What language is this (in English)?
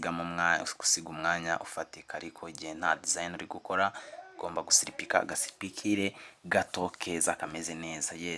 Kinyarwanda